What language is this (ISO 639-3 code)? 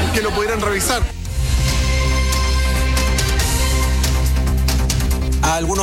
spa